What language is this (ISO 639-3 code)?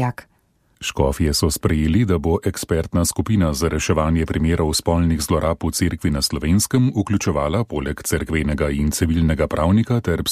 slv